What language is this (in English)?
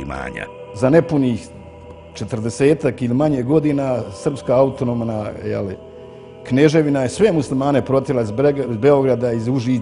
Bosnian